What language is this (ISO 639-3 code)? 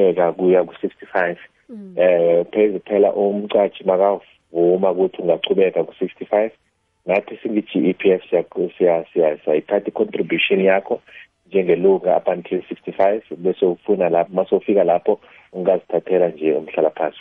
nbl